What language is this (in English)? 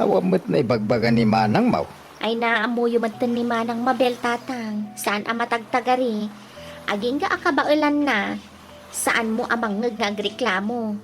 Iloko